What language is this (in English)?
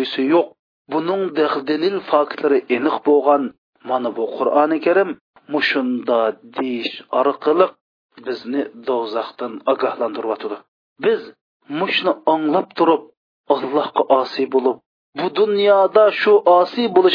Uyghur